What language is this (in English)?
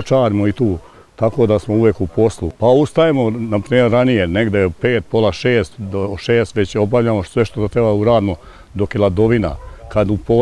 Serbian